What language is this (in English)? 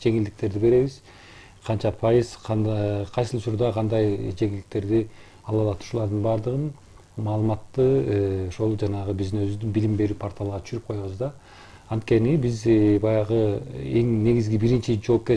Kyrgyz